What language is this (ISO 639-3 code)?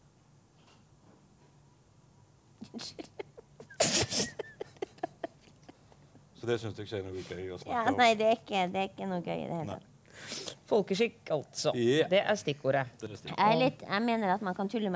nor